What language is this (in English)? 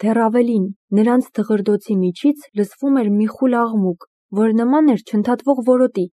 Armenian